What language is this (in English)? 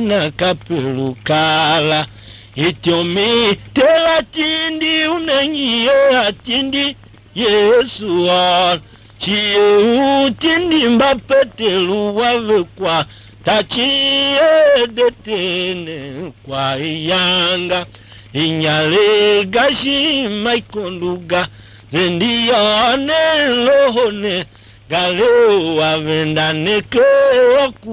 Tiv